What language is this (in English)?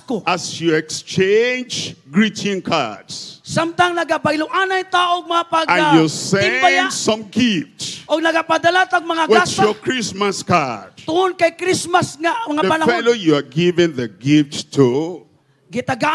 Cebuano